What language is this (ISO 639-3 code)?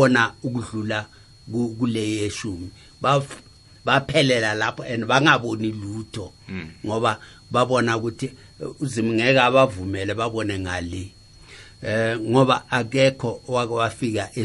nbl